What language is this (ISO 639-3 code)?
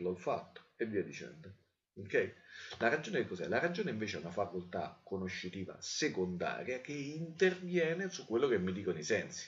ita